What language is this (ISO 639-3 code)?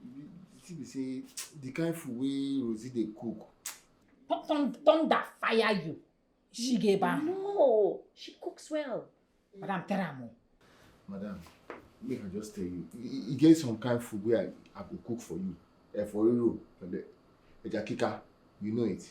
pcm